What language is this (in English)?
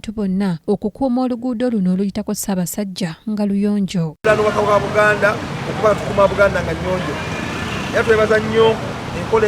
Ganda